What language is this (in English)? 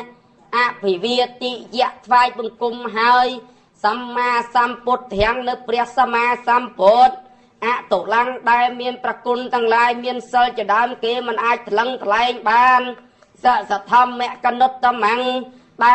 Khmer